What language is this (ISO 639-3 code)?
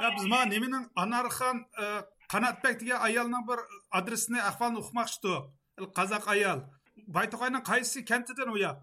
uig